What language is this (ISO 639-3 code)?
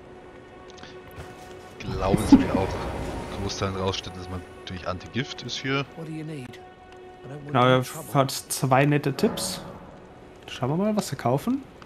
deu